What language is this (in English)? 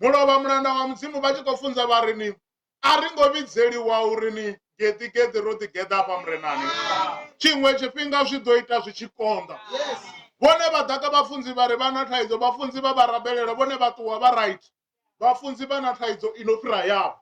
Venda